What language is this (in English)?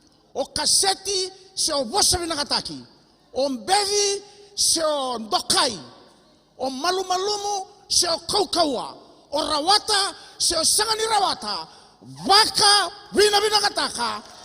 Fijian